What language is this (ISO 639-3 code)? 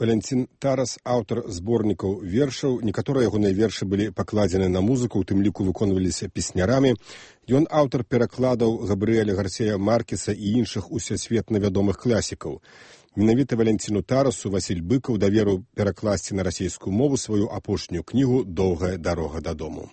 bel